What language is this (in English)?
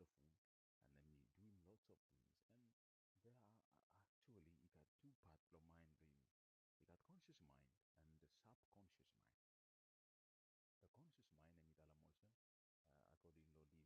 Bislama